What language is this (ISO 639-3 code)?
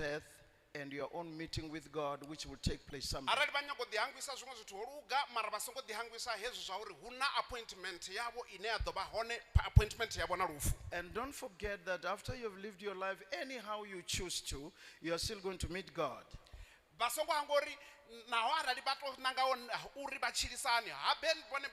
ven